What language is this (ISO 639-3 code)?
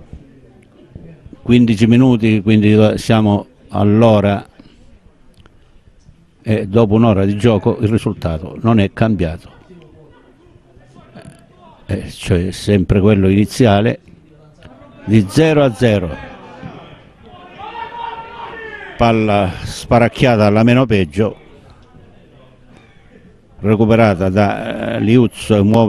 ita